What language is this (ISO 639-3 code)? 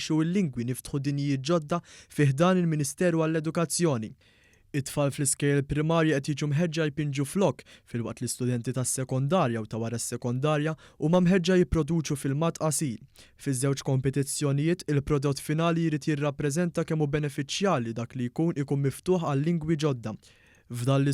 mlt